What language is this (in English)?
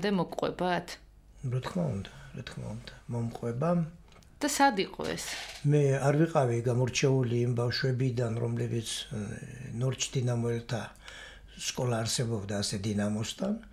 Georgian